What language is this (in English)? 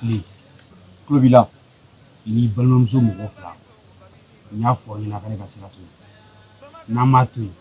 Bambara